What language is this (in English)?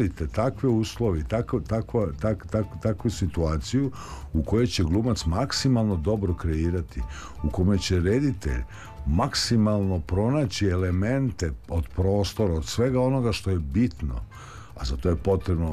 Serbian